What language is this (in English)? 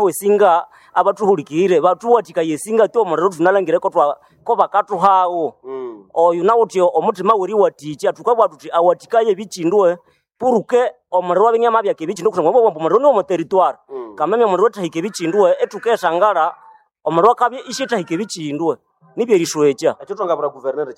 Nande